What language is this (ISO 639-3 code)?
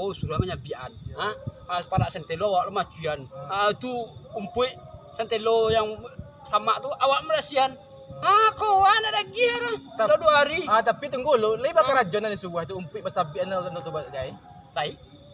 min